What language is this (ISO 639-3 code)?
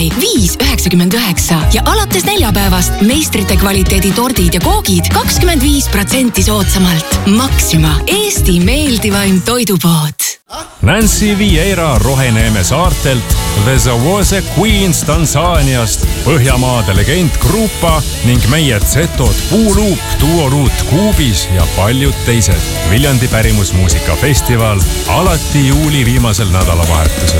est